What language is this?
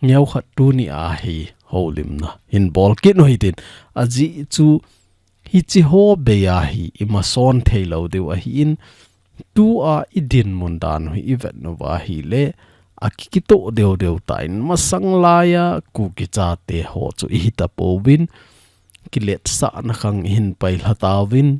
Thado Chin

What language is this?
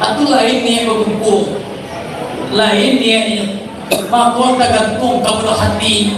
Minangkabau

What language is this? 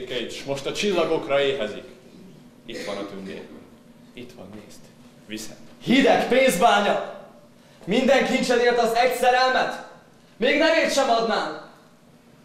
Hungarian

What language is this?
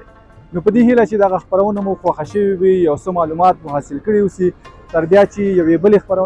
Pashto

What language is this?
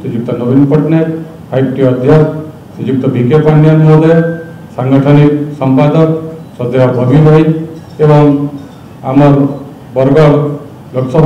Odia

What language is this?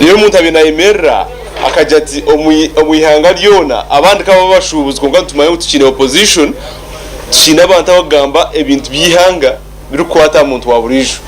Nyankole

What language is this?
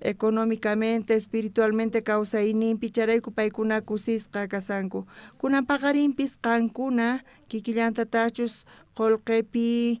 South Bolivian Quechua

